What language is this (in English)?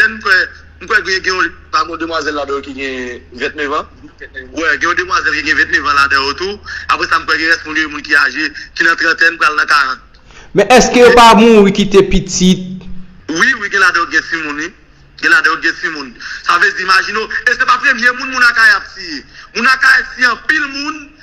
Haitian Creole